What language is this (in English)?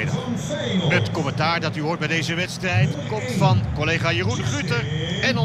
Dutch